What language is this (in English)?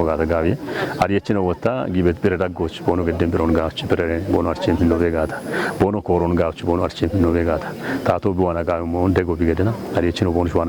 Kafa